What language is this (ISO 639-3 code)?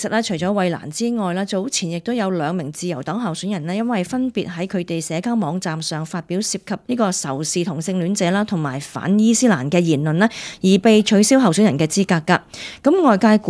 yue